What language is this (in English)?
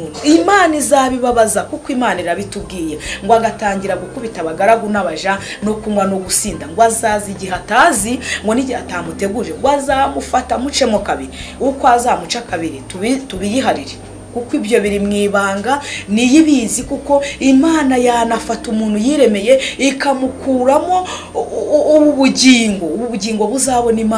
Kinyarwanda